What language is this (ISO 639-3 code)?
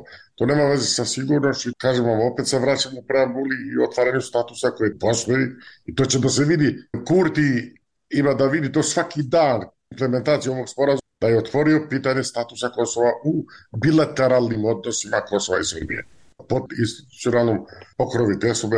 srp